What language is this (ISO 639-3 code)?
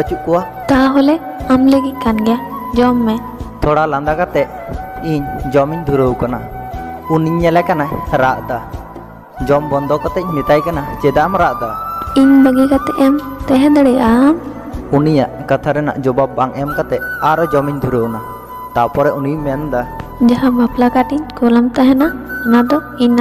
sat